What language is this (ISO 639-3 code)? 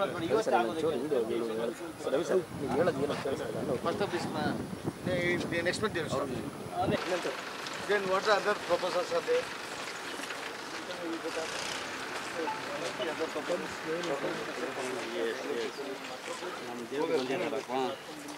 kan